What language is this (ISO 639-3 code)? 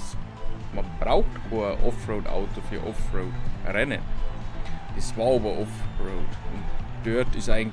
bar